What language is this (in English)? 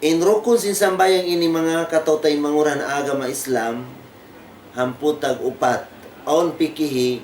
Tausug